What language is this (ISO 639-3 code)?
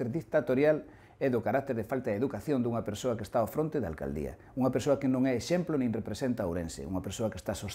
glg